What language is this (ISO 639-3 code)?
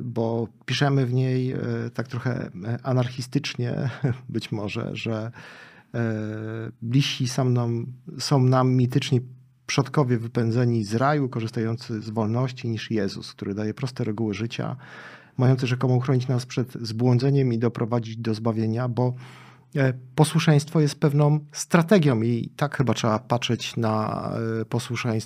pol